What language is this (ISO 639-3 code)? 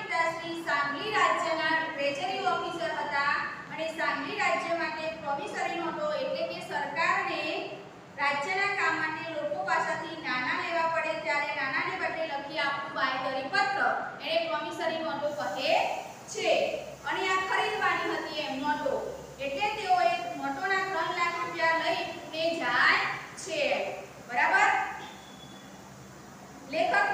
guj